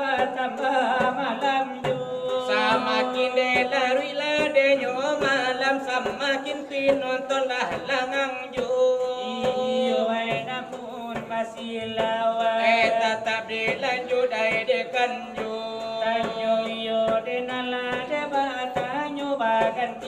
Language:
Minangkabau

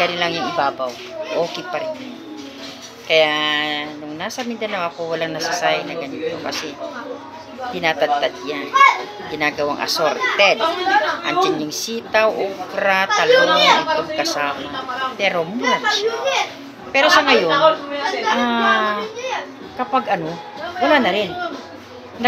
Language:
Filipino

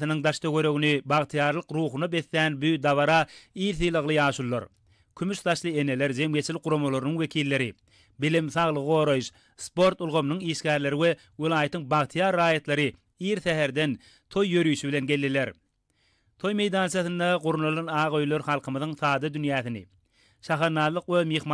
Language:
Turkmen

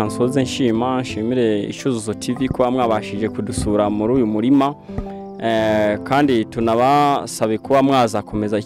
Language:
Kinyarwanda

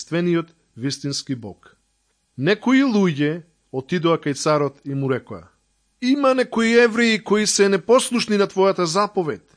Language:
Macedonian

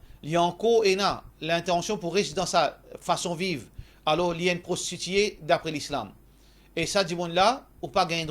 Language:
Morisyen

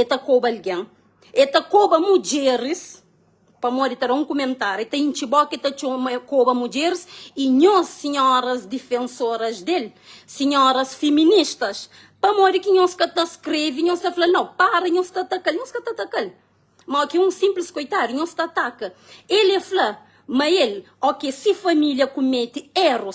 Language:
Kabuverdianu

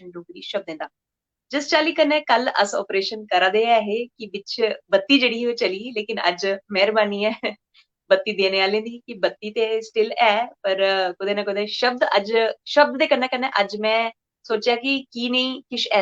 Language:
Dogri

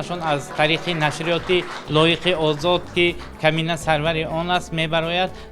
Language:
Tajik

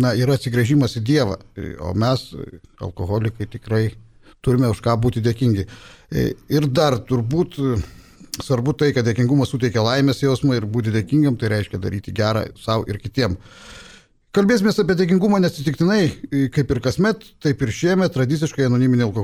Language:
Lithuanian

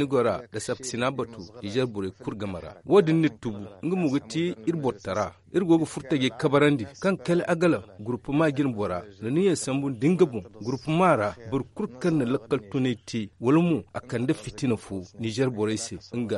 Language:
Zarma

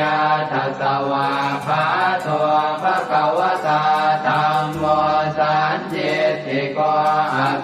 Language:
Pali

